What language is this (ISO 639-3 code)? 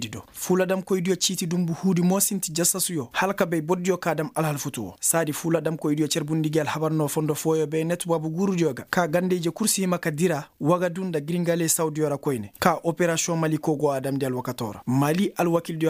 ses